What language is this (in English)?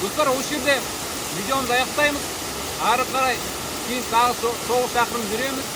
Kazakh